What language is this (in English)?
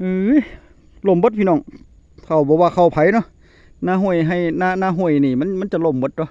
Northeastern Thai